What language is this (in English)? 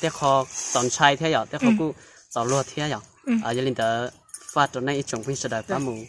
Hmong